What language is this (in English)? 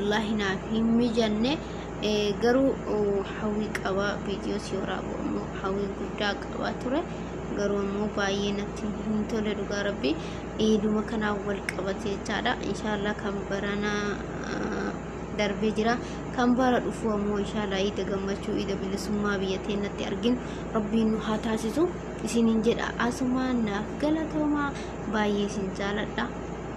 Oromo